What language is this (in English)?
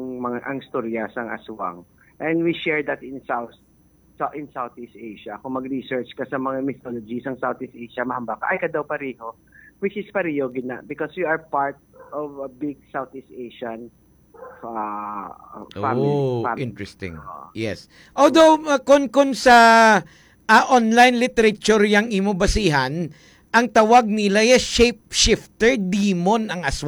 Hiligaynon